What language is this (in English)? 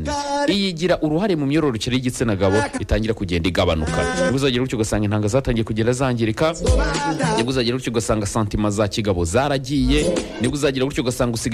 Kinyarwanda